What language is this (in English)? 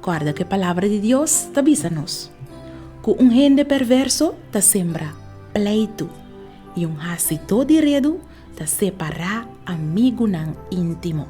Papiamento